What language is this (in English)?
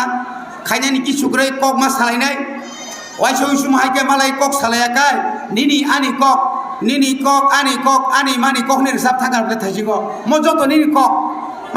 Kok Borok